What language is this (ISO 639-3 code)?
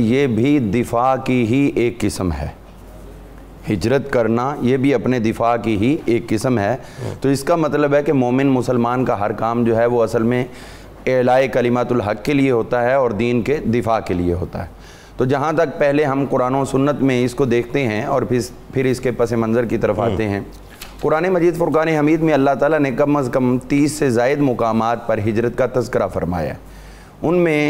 urd